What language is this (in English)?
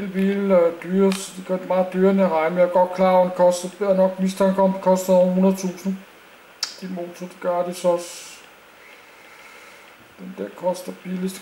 Danish